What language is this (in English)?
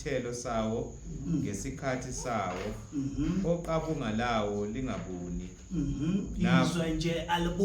Zulu